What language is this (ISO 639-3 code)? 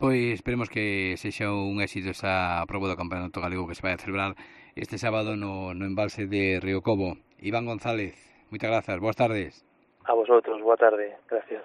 glg